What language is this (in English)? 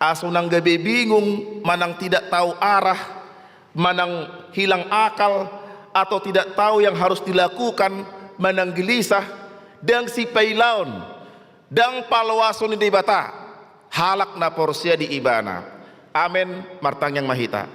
Batak Toba